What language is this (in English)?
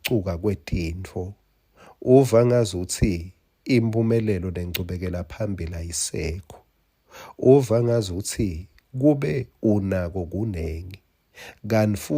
Swati